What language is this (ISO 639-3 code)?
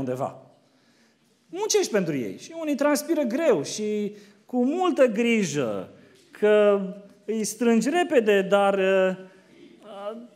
ron